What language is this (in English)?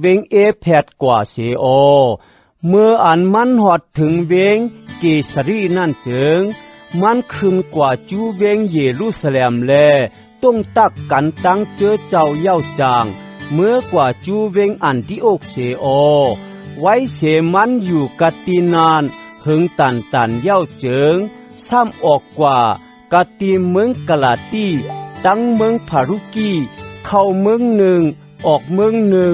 Shan